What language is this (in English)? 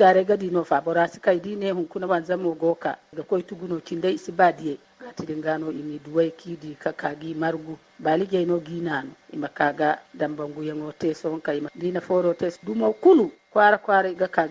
Zarma